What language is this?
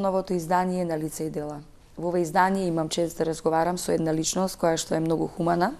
Macedonian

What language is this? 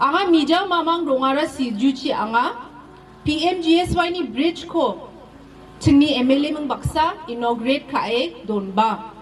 Garo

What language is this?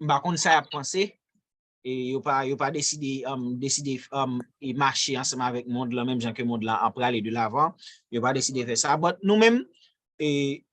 Haitian Creole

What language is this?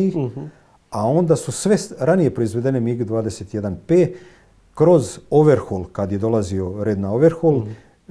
Croatian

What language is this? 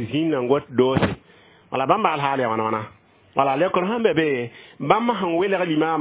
Mossi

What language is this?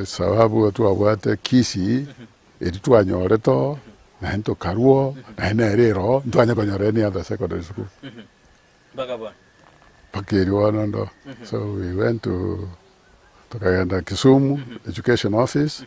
Gusii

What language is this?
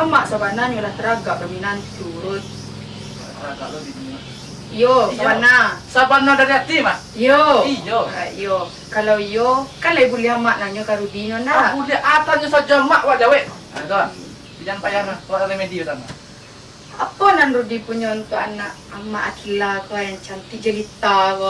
Minangkabau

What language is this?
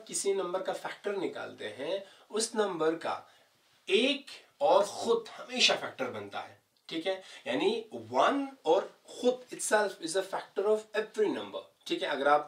Hindi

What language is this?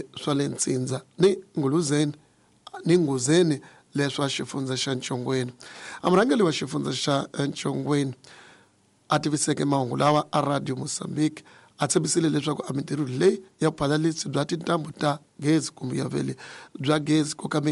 Tsonga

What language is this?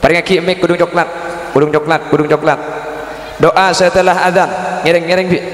Madurese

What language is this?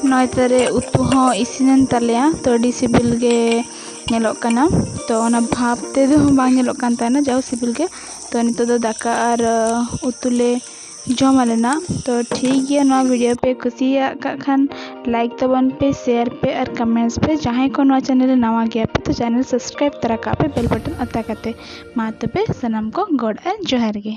Santali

